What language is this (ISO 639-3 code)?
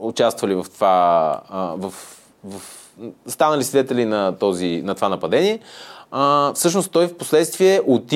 bul